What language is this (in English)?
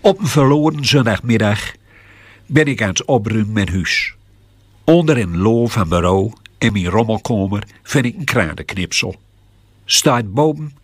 Gronings